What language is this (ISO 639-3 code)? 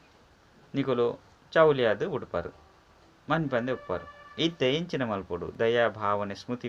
tcy